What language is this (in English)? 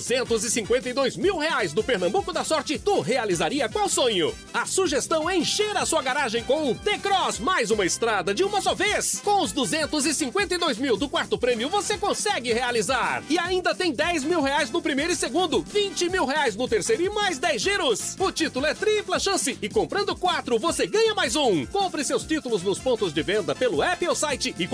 Portuguese